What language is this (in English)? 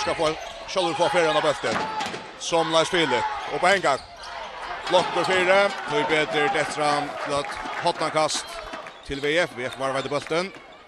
Faroese